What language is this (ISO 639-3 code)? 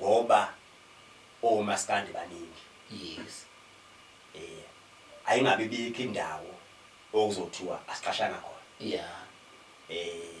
zul